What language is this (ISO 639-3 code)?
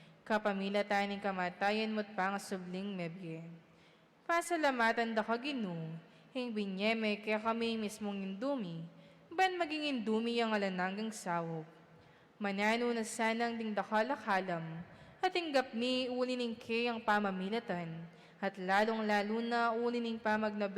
pam